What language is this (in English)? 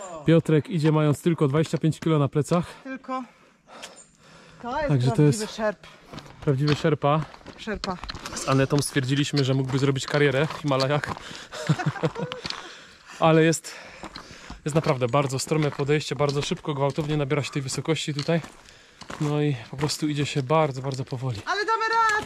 Polish